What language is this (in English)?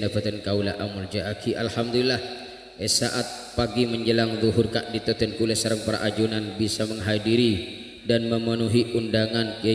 Madurese